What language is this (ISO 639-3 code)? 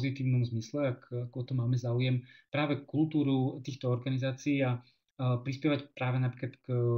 slk